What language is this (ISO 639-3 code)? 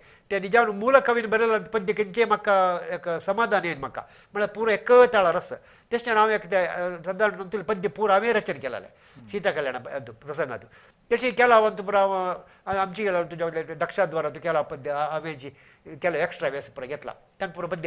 kok